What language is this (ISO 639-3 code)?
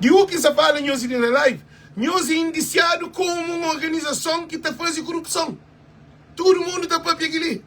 kea